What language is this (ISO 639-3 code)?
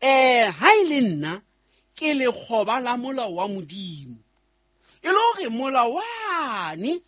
sot